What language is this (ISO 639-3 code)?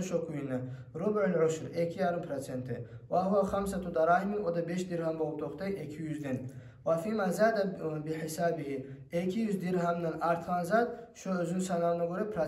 kum